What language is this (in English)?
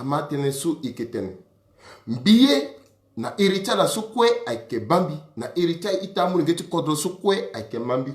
Sango